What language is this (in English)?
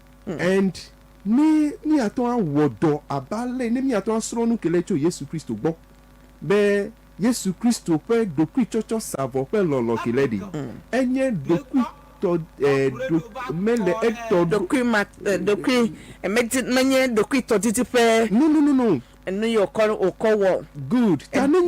Ewe